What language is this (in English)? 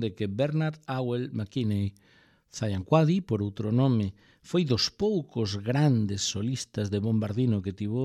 Galician